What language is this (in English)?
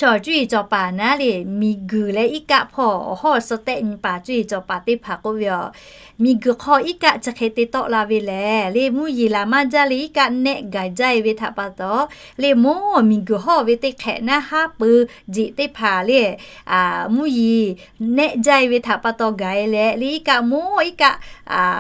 Lahu